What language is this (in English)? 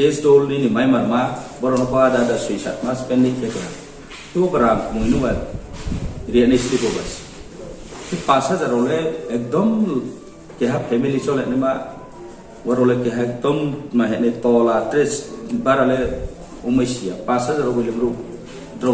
Riang (India)